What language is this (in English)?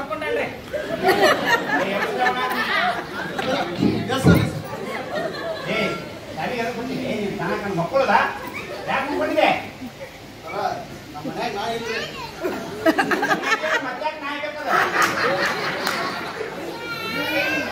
Kannada